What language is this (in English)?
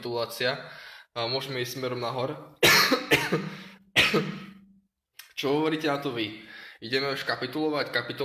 Slovak